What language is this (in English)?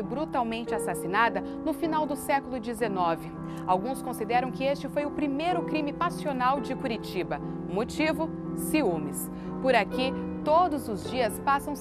Portuguese